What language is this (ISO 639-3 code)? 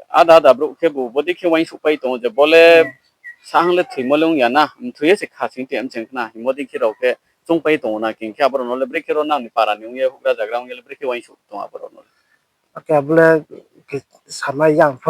ria